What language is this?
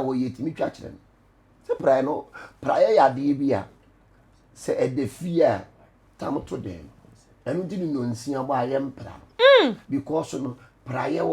Akan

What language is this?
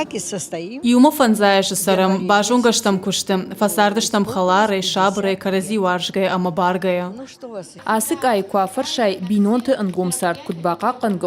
Ossetic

